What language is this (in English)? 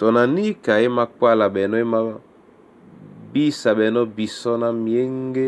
Duala